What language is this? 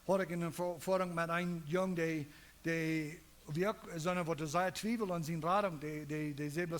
Plautdietsch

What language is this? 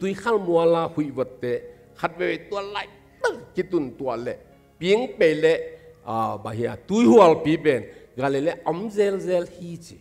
Tedim Chin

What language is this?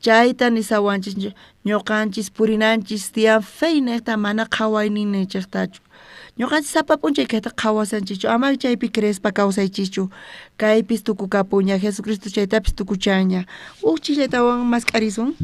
South Bolivian Quechua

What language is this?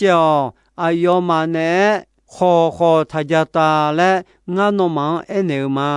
Akha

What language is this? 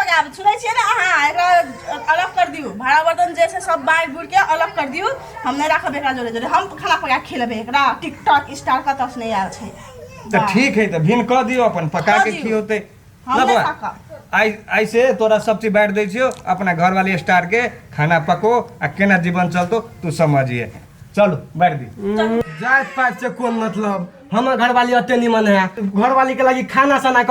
Maithili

